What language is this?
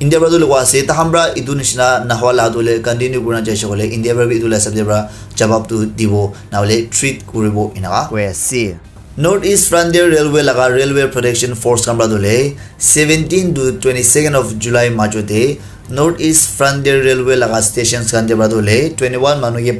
Naga Pidgin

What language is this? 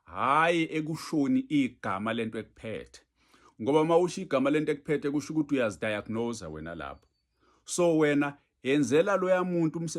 Zulu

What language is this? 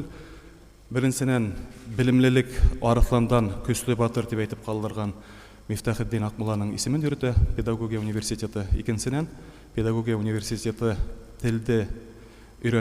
Bashkir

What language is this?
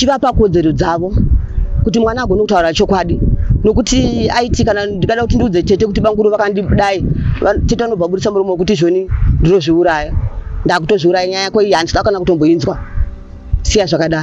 Shona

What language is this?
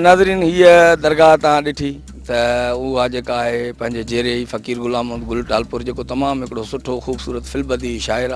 Sindhi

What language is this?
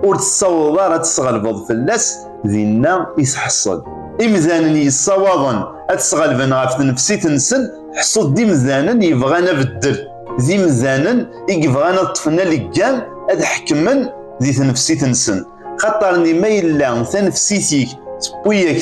Kabyle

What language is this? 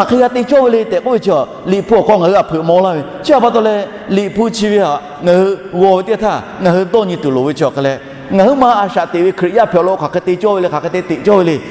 Lahu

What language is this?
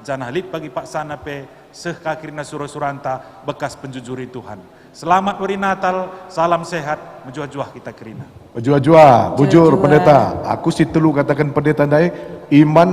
Batak Karo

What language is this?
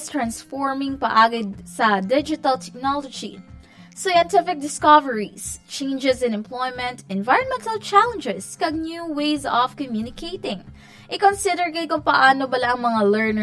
Hiligaynon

